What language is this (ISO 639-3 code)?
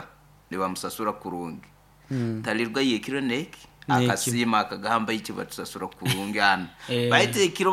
nyo